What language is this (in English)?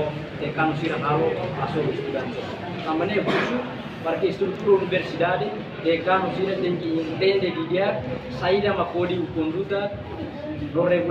Tetum